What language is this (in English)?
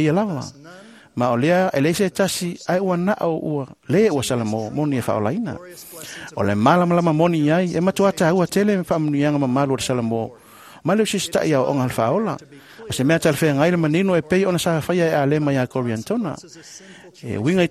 Samoan